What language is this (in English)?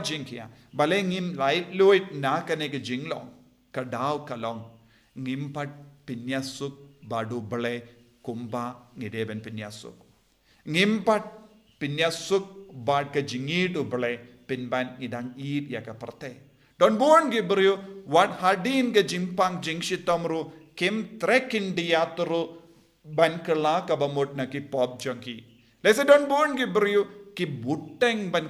Khasi